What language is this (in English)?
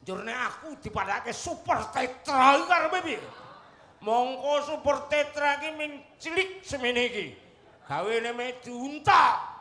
Javanese